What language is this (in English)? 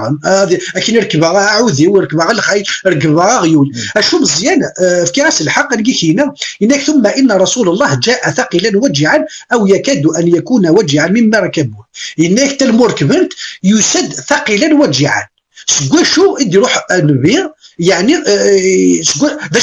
Kabyle